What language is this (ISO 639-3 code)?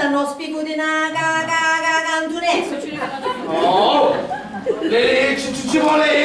scn